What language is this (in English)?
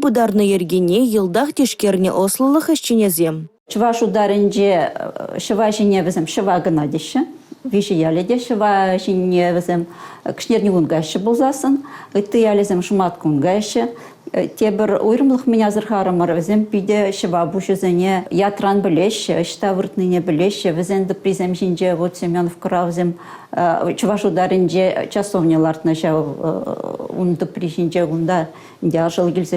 Chuvash